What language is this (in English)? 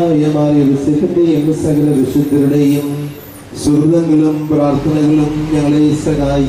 Malayalam